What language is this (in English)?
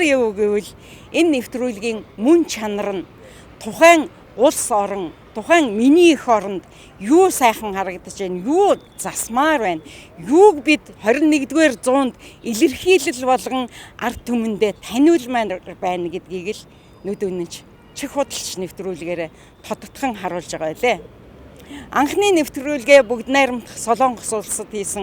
Mongolian